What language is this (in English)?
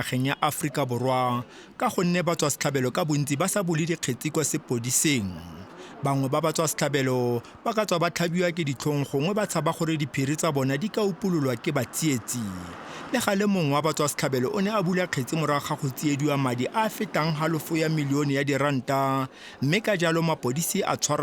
Tswana